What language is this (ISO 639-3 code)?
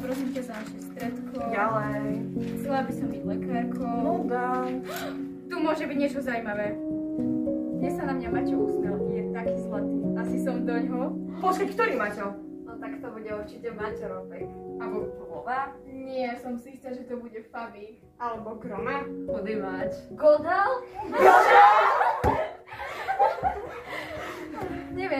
slk